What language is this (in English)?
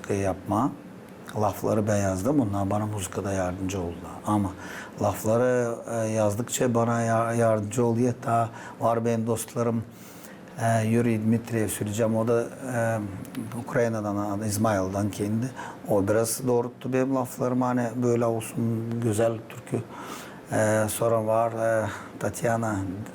Gagauz